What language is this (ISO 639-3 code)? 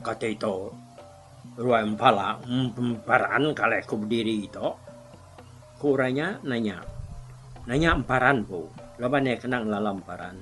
iba